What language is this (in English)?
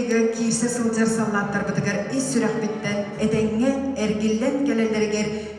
Yakut